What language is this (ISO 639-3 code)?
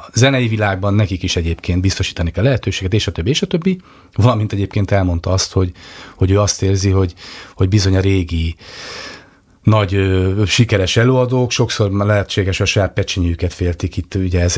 hun